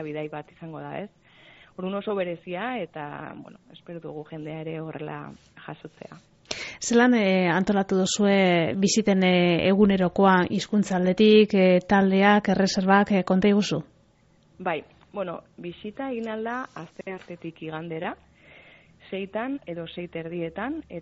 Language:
Basque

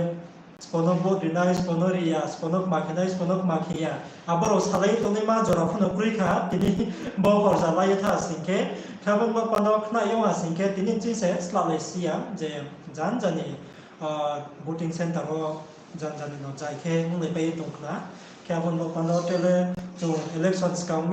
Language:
Riang (India)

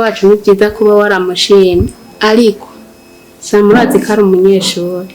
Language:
Rundi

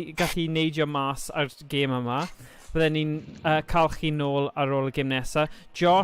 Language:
Welsh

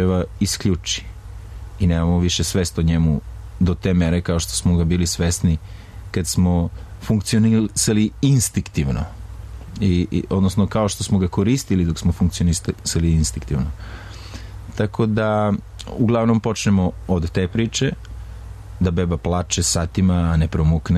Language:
Serbian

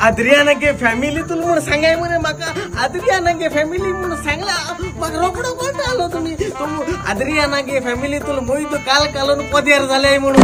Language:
Konkani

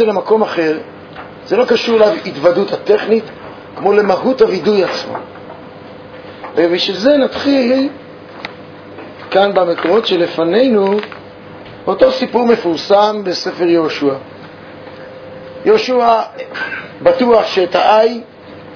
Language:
Hebrew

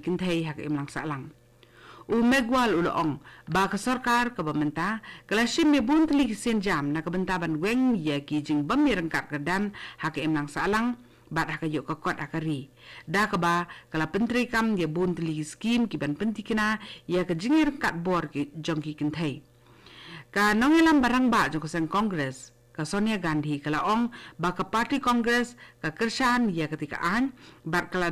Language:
Khasi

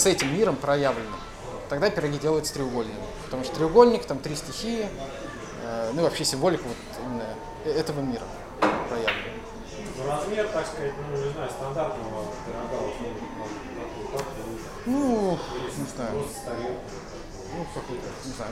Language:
Russian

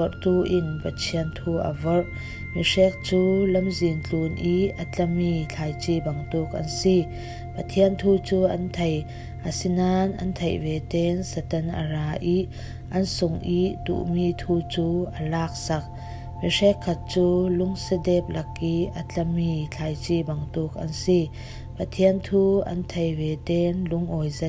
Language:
Falam Chin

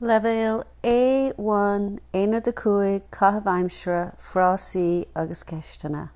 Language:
Irish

